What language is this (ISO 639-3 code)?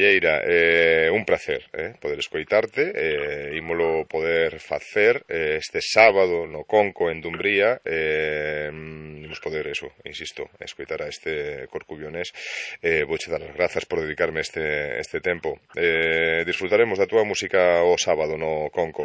glg